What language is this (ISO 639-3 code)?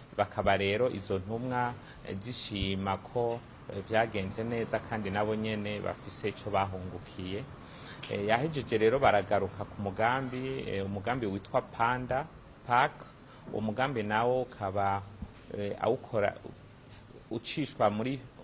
run